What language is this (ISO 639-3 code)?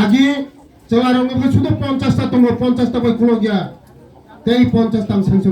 trp